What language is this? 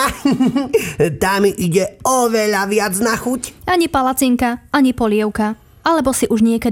Slovak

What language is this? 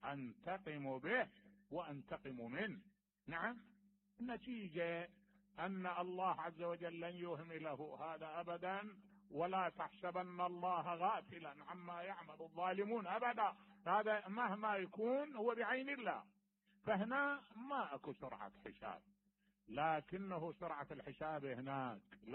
Mesopotamian Arabic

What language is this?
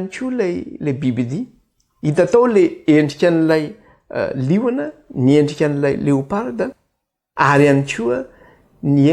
Malagasy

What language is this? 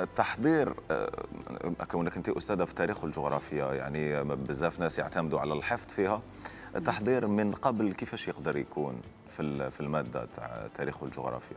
Algerian Arabic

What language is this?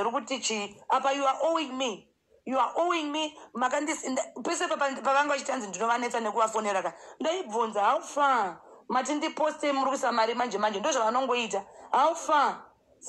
Shona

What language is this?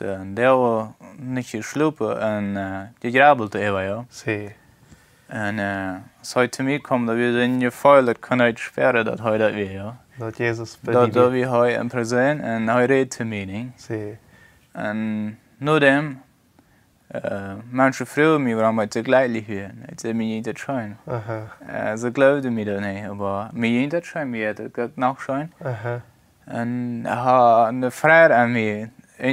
Plautdietsch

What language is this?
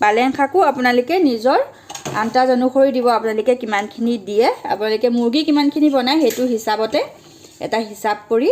Assamese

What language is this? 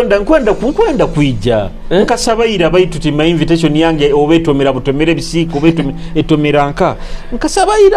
Nyoro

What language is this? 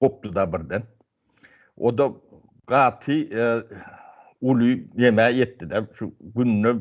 Turkmen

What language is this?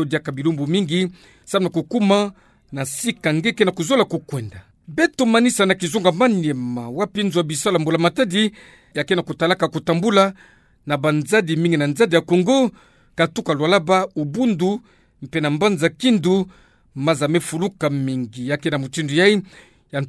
Kituba (Democratic Republic of Congo)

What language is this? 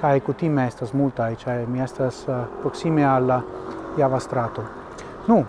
Esperanto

